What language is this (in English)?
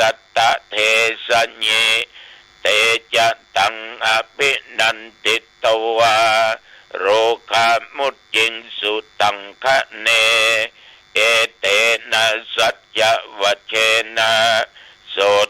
Pali